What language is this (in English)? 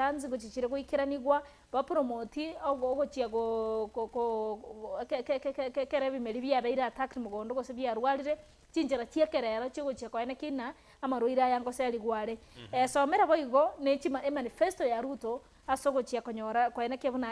Gusii